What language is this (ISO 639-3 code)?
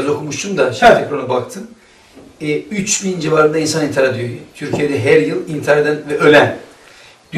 tur